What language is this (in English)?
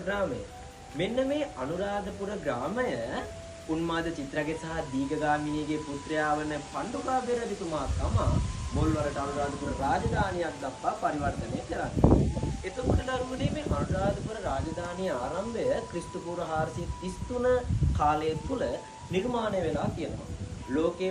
Sinhala